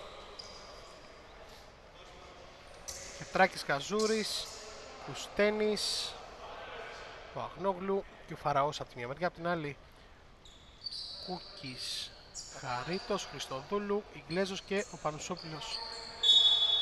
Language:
Greek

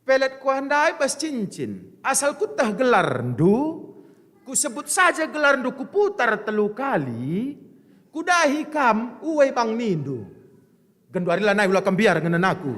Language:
Batak Karo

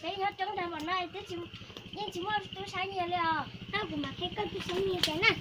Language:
Hmong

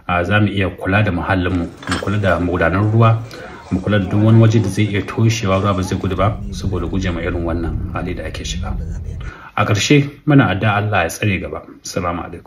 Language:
Hausa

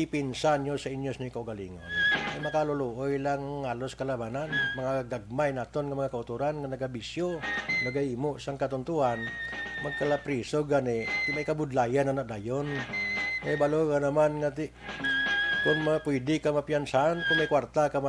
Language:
Hiligaynon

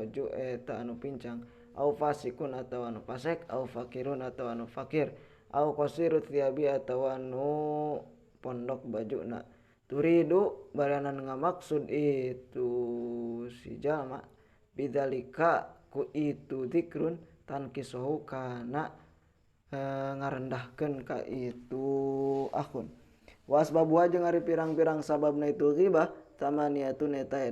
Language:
Sundanese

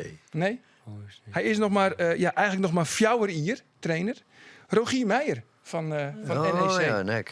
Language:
Western Frisian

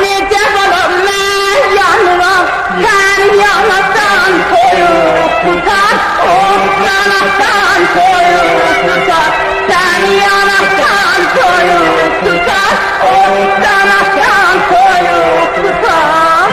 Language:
South Azerbaijani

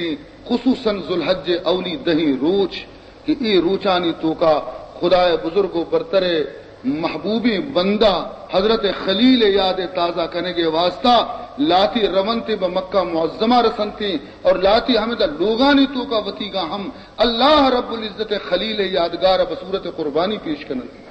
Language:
Baluchi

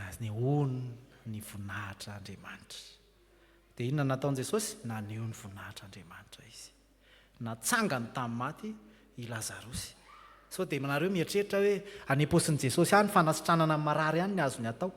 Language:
Malagasy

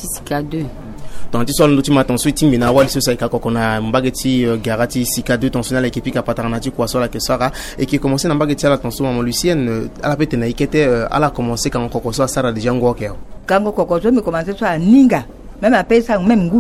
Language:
Sango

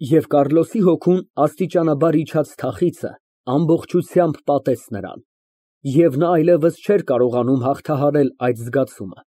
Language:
Armenian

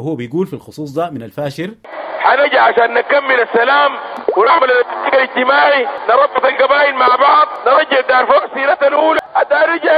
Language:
Sudanese Arabic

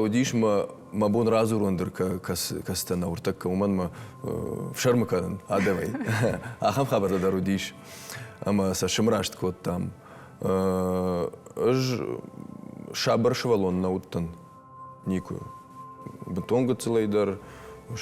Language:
Ossetic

